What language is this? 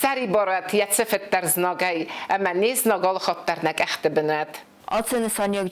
Ossetic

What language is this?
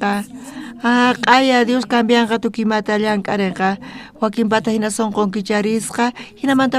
South Bolivian Quechua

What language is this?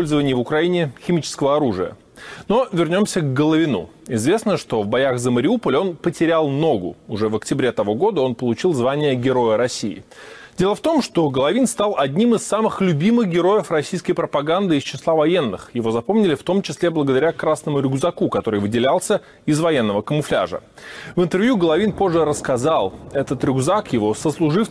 Russian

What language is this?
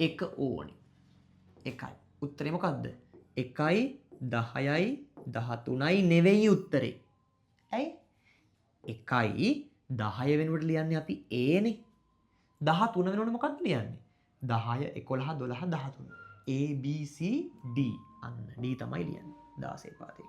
Sinhala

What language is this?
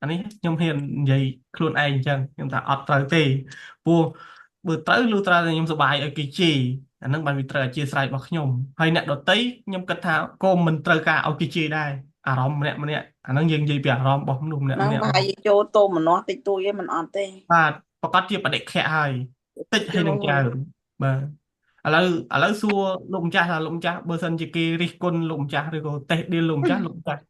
Khmer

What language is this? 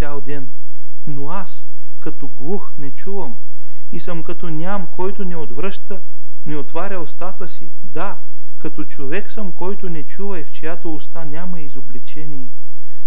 Bulgarian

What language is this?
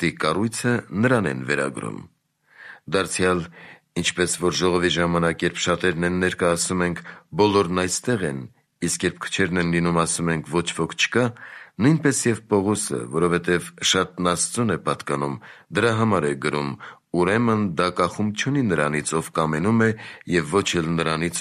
Armenian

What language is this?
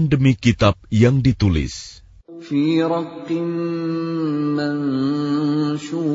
Indonesian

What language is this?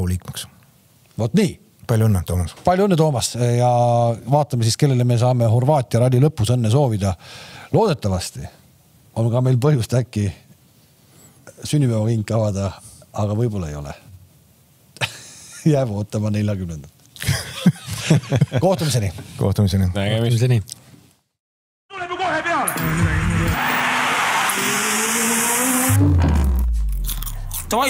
Estonian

